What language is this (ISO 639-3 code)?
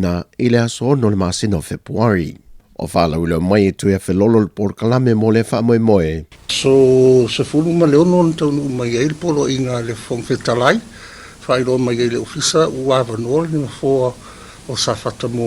smo